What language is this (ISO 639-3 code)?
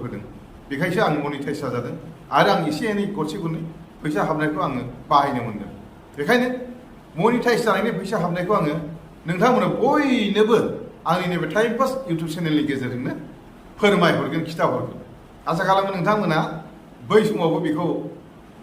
brx